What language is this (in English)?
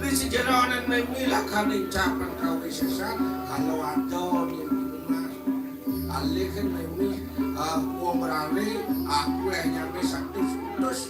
Balinese